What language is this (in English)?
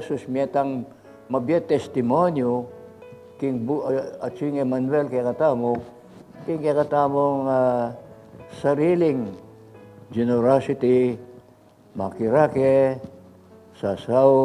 Pampanga